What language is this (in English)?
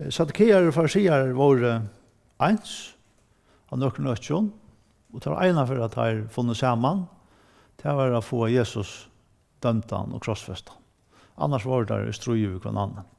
Faroese